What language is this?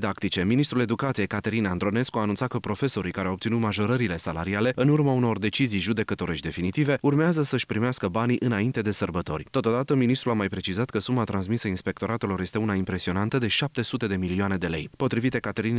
Romanian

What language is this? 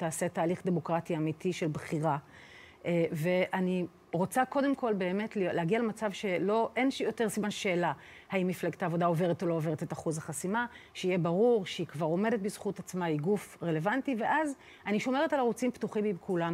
Hebrew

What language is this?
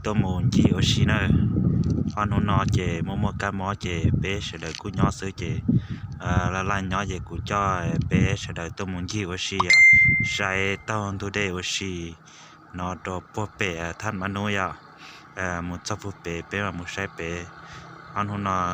Hmong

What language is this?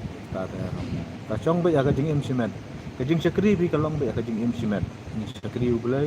Khasi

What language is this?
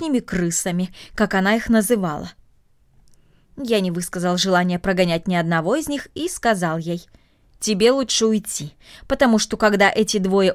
Russian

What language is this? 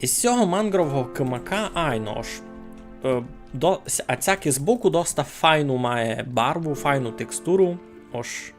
Rusyn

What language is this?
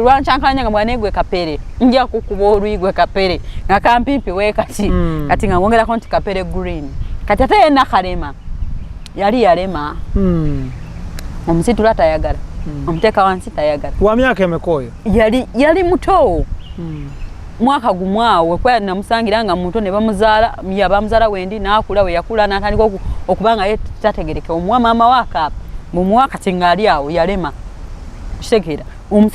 Ganda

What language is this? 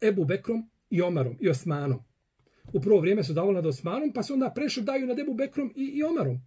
Bosnian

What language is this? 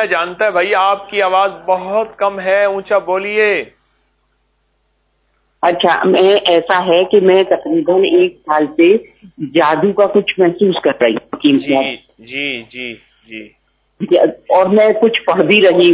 Urdu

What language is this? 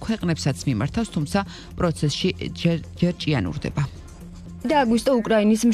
Georgian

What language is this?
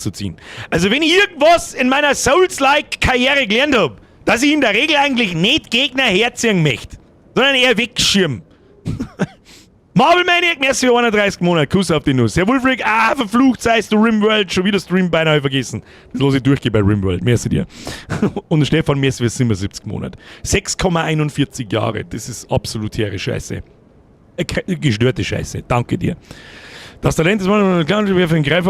Bavarian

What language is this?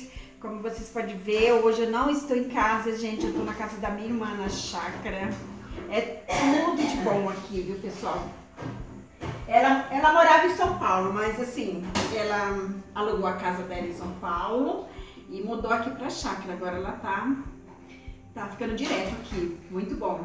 Portuguese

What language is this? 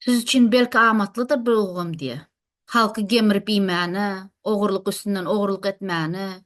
Turkmen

